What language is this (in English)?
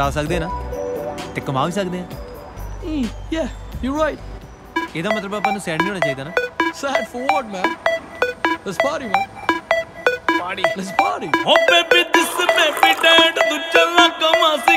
Punjabi